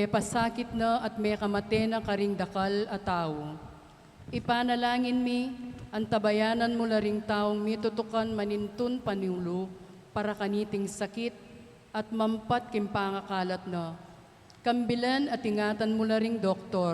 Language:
Pampanga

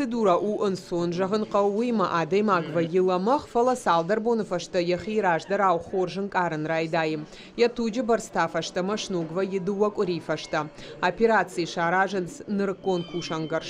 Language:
Ossetic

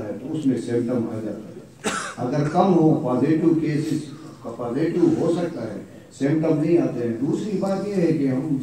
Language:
Urdu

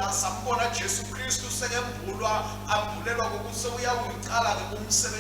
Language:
Swati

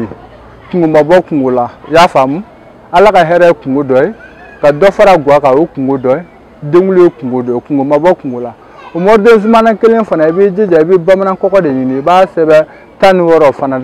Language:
Bambara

